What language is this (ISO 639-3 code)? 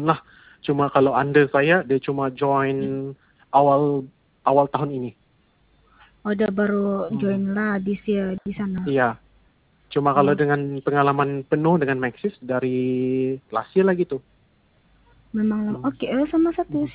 msa